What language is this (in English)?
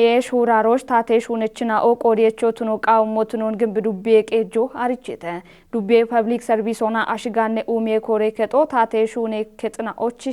Kafa